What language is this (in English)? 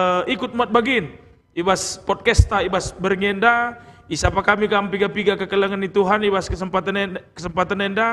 Batak Karo